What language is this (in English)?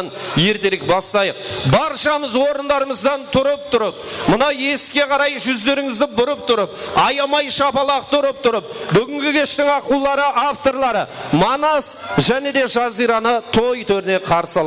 Kara-Kalpak